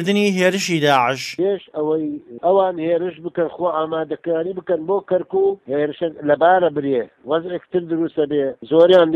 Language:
Central Kurdish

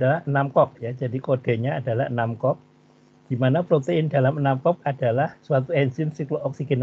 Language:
Indonesian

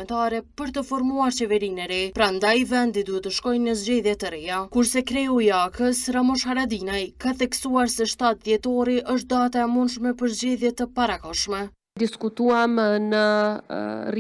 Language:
Albanian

